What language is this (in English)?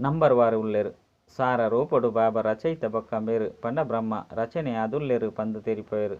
Tulu